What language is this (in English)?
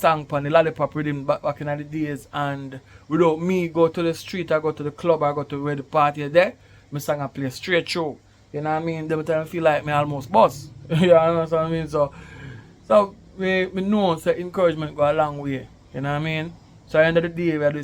Jamaican Creole English